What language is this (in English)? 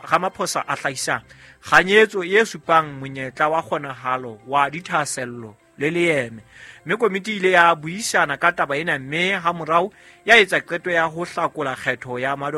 Southern Sotho